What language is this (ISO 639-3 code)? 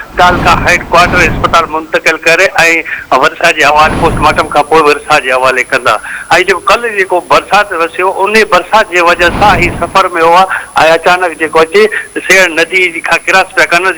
snd